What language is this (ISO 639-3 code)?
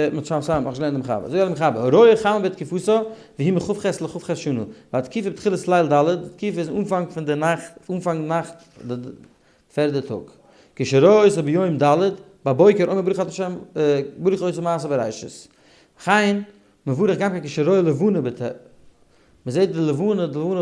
yid